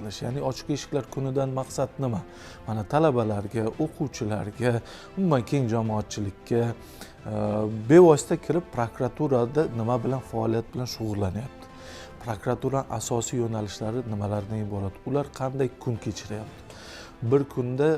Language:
Uzbek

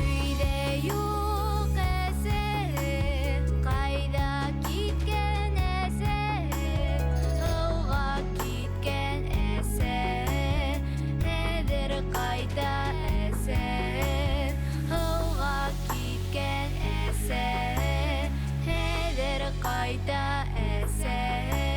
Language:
Bashkir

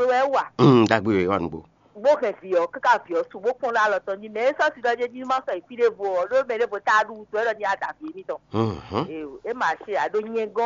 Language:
Fon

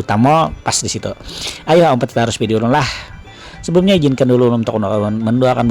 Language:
Banjar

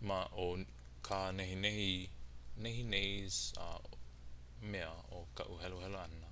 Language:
Hawaiian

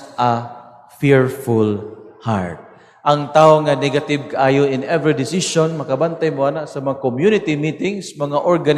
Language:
Cebuano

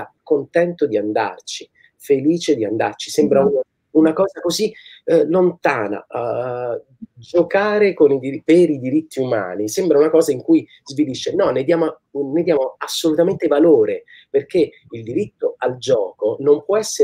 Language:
Italian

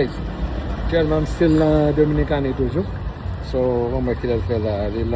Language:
Haitian Creole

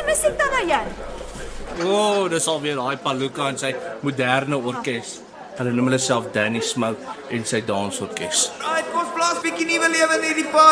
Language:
Afrikaans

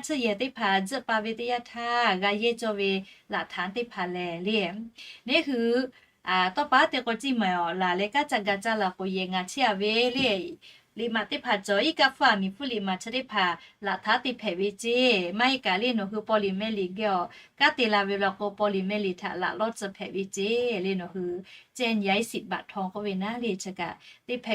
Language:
Lahu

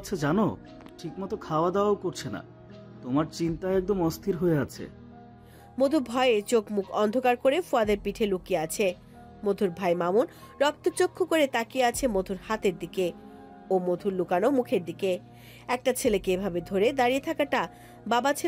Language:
Bangla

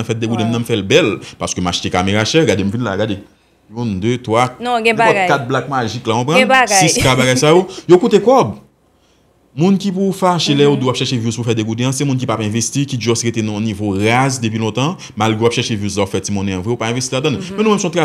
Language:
Haitian Creole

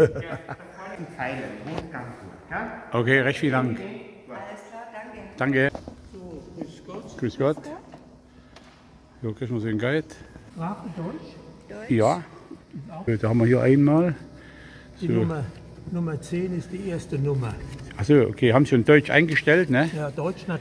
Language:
German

